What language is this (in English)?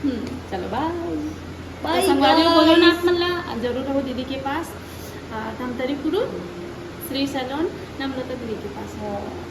Chhattisgarhi